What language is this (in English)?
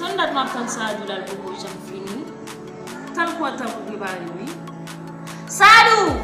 Haitian Creole